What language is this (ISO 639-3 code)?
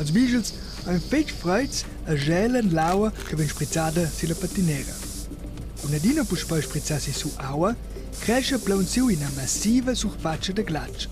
roh